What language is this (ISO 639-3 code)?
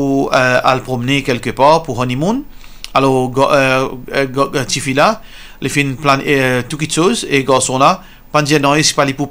mfe